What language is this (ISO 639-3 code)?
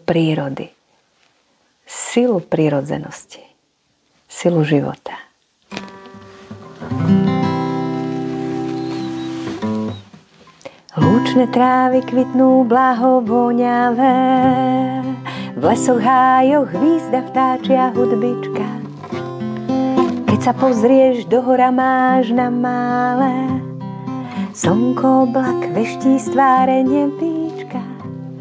slk